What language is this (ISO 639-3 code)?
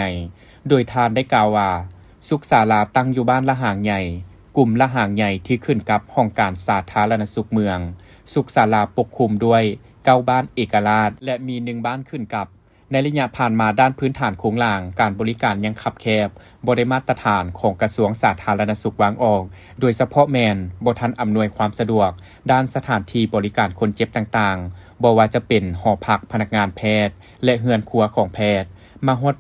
lao